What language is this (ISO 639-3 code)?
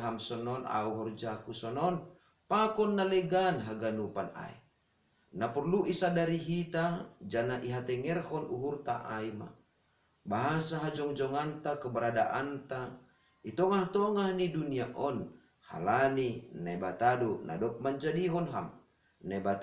bts